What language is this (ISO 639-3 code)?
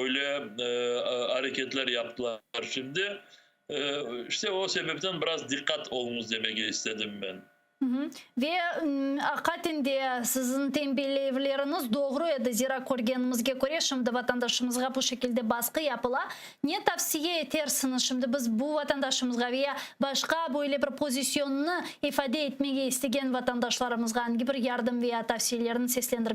crh